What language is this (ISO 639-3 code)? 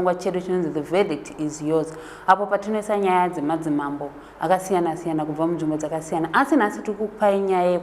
sna